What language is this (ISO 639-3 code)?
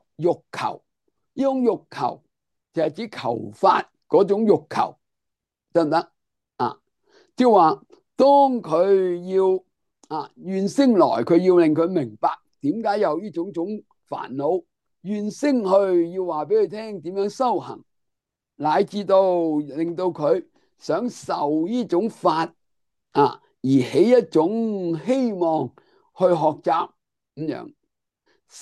yue